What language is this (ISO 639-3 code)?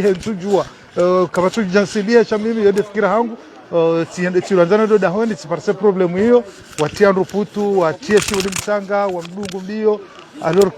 zdj